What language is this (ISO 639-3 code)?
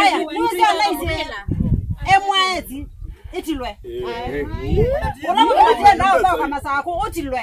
kam